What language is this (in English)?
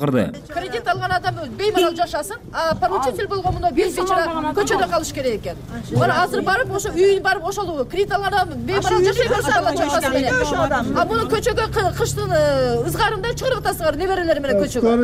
Kyrgyz